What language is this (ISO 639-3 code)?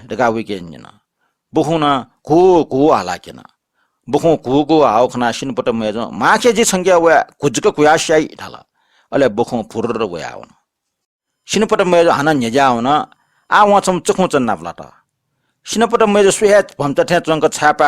new